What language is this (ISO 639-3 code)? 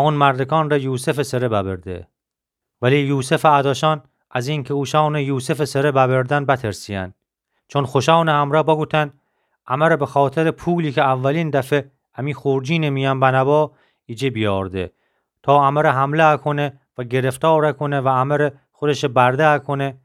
glk